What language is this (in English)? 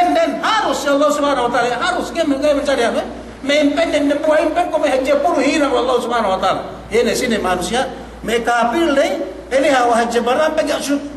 Yakan